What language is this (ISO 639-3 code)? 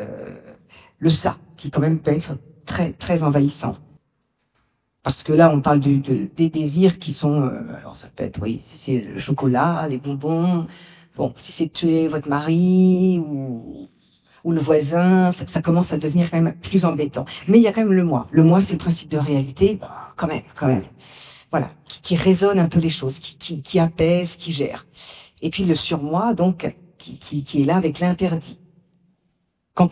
fra